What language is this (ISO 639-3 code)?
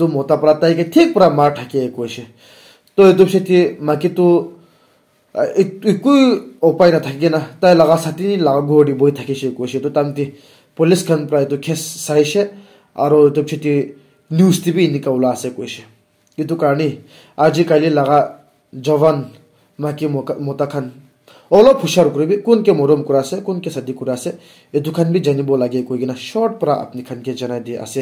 nag